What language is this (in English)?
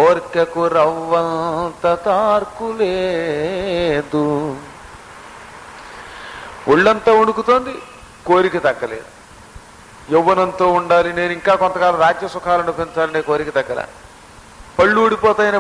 Telugu